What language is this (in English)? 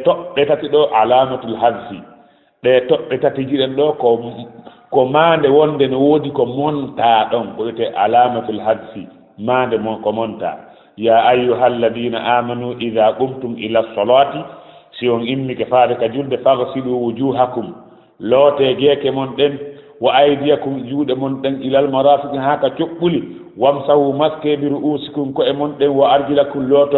Fula